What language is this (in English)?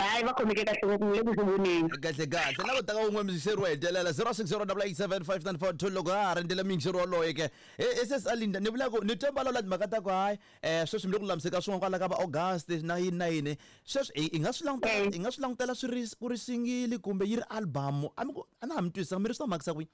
Tsonga